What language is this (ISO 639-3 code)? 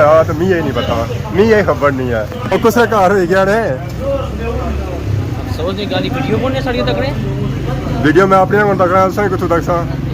phr